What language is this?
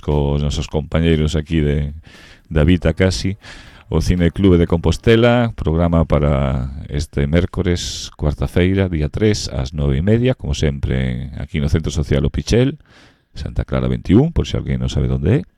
Galician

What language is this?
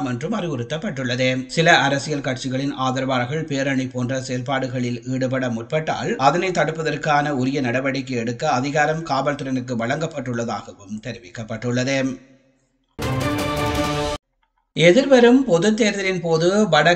Tamil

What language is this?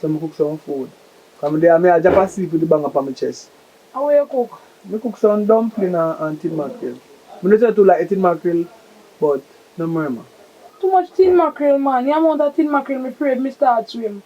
Jamaican Creole English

